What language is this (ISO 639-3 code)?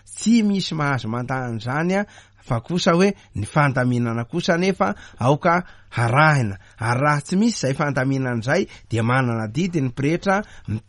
mlg